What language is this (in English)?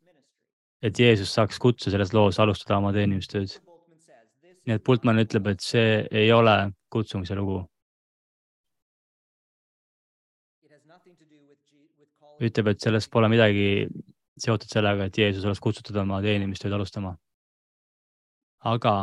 Estonian